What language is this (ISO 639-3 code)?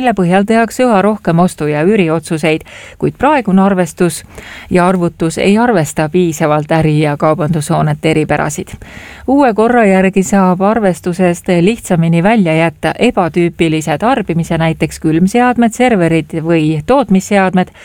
est